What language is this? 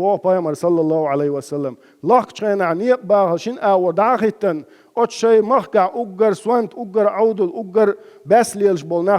Chechen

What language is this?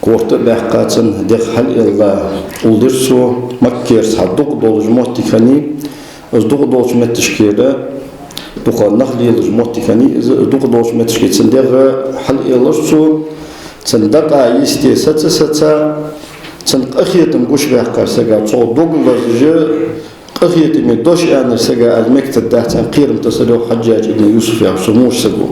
Ingush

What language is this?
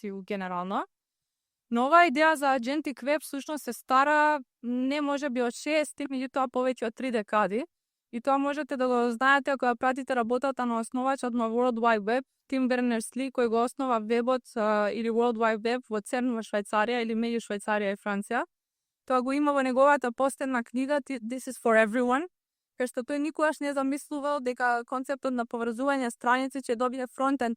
Macedonian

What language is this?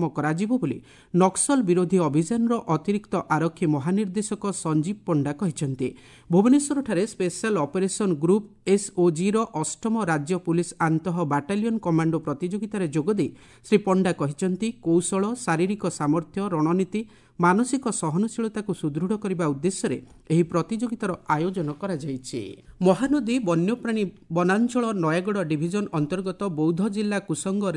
Odia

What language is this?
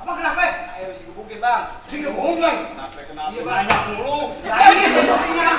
Betawi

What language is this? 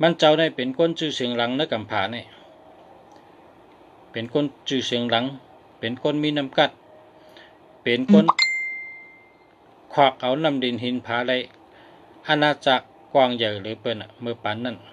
Shan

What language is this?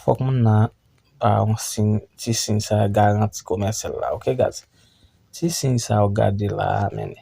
Haitian Creole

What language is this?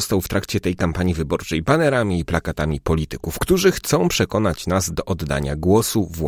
Polish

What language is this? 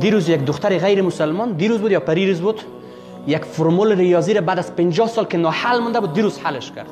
Persian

